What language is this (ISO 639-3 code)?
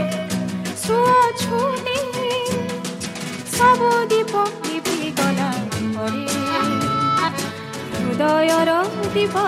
ori